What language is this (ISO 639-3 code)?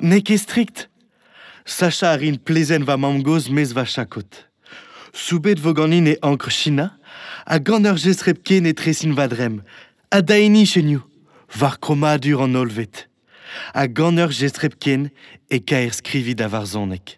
bre